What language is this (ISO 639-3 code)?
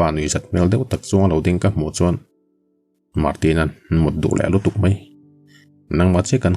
lus